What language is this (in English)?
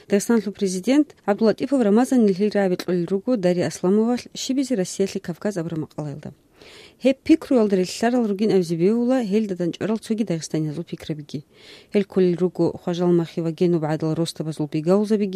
Avaric